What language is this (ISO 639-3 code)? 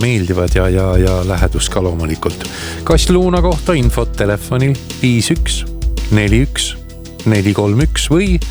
est